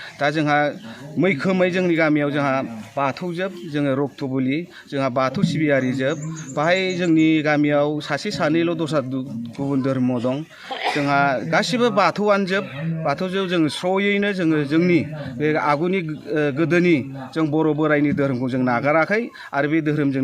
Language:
Bodo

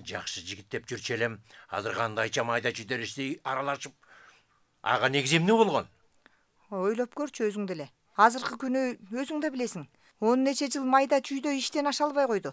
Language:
Kyrgyz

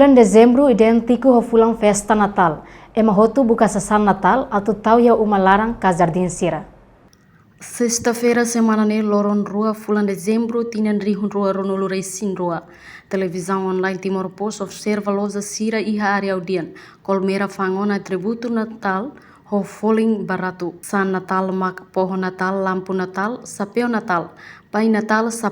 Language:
Tetum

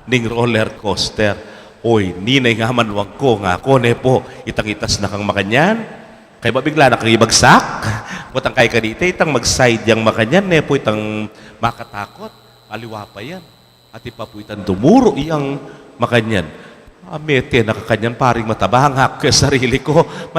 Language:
Pampanga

